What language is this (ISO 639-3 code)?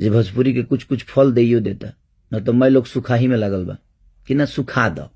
bho